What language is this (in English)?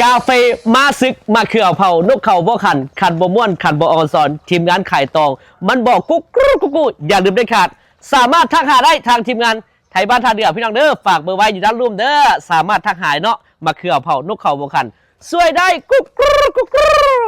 Northeastern Thai